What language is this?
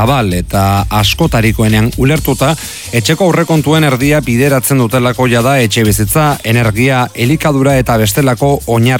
Basque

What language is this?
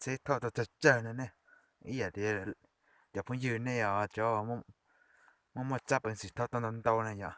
Hmong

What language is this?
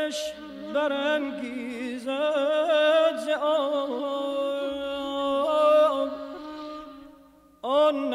Persian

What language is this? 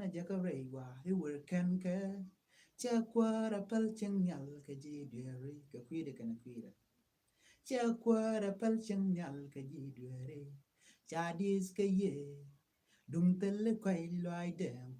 Nuer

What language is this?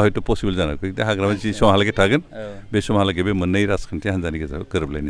Bodo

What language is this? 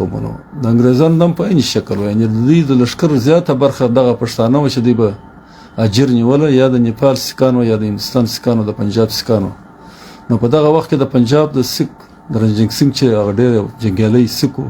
Pashto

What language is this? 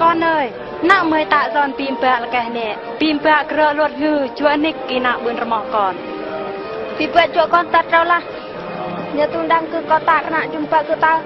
Eastern Bru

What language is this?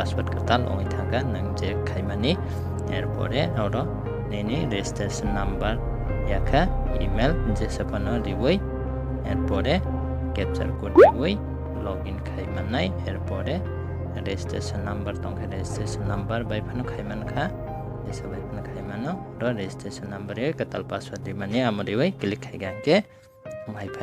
Kok Borok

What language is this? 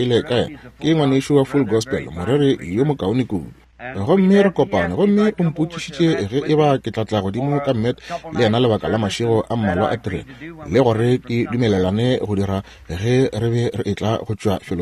Northern Sotho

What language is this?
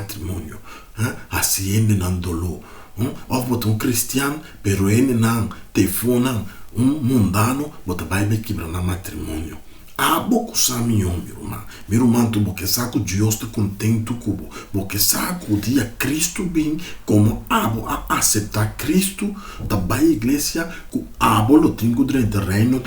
Papiamento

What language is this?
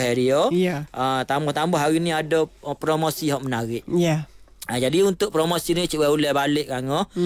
Malay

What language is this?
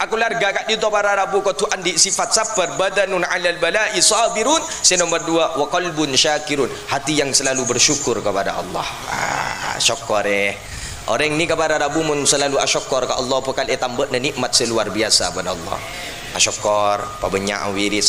Madurese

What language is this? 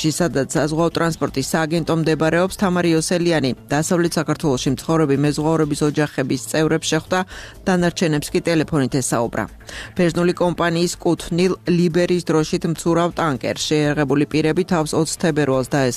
Georgian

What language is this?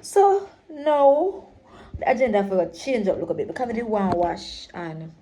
Jamaican Creole English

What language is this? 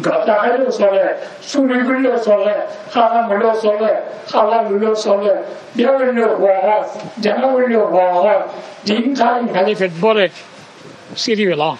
Rohingya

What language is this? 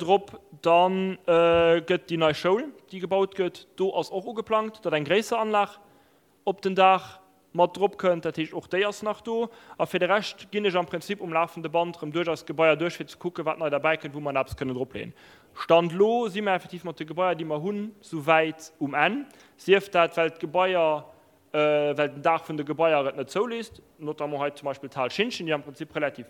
Luxembourgish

